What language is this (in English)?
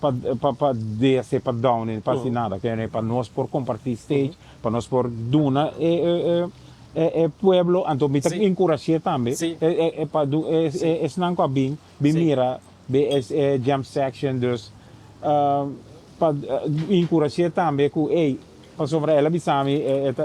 Papiamento